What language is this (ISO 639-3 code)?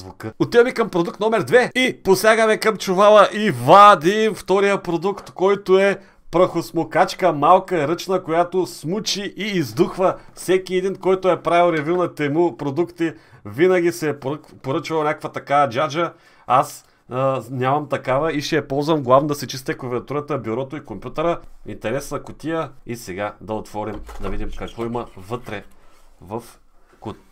bul